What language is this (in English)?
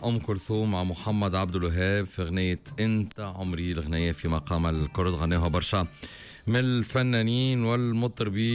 Tunisian Arabic